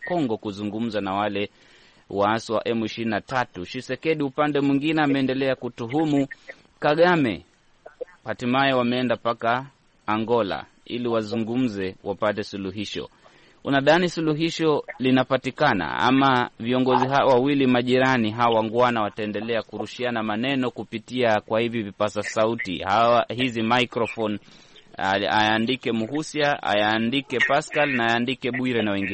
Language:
Swahili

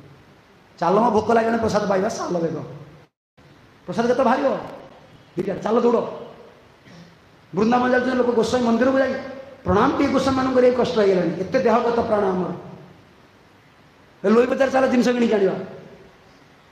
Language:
Odia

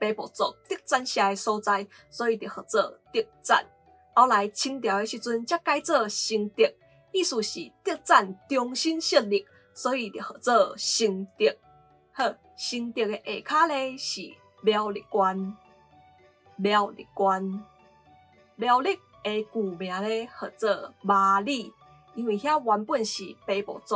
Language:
Min Nan Chinese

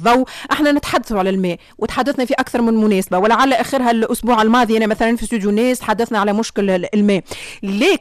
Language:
Tunisian Arabic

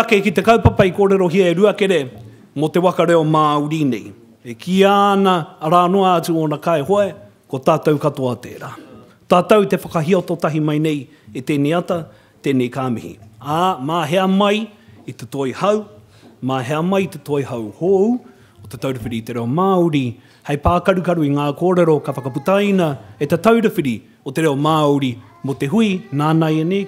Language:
Māori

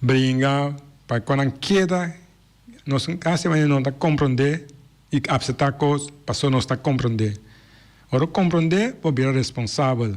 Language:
Papiamento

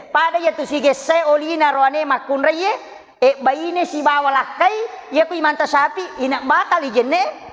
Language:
Buginese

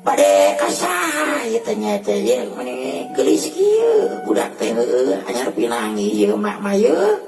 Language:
Sundanese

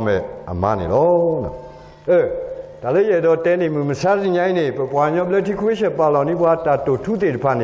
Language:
S'gaw Karen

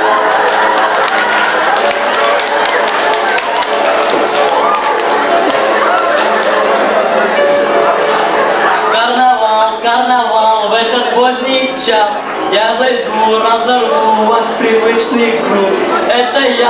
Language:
Russian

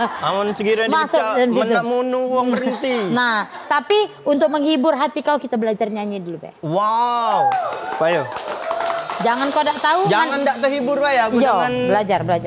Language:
Musi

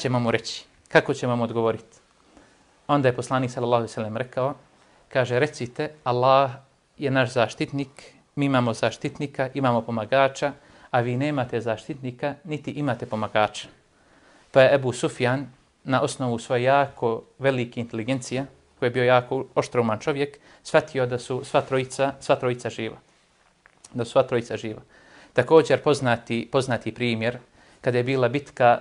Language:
Bosnian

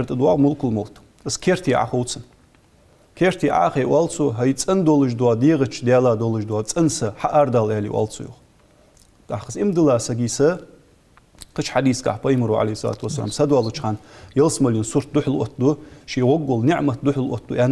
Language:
Ingush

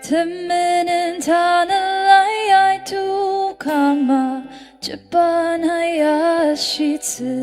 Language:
Ao Naga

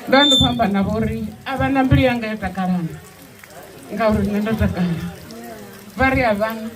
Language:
Venda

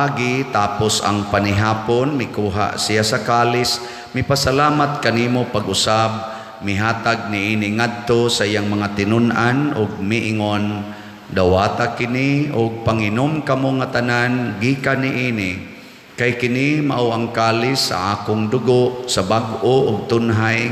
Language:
Cebuano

